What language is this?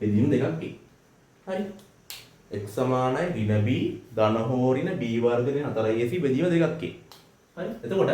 Sinhala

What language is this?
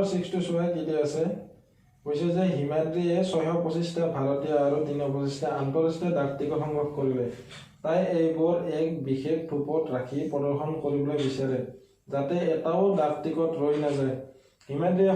Assamese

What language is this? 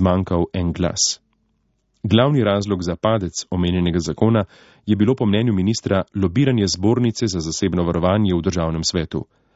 Slovenian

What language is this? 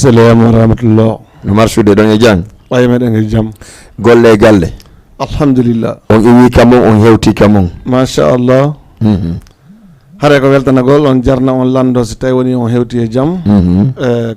Fula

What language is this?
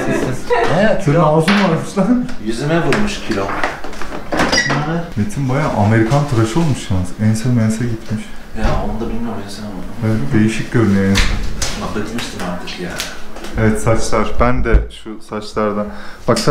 Turkish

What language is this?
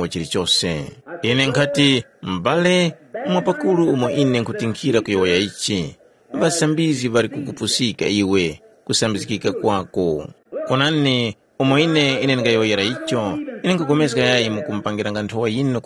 Tumbuka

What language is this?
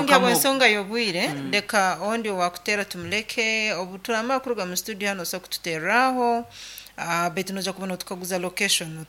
Nyoro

